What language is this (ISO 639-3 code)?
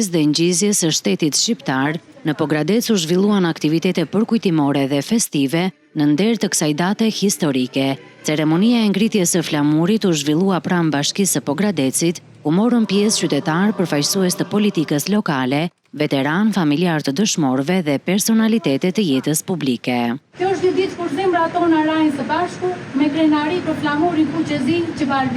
sqi